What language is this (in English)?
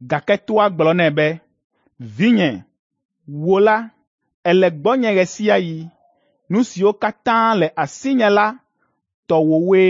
Ewe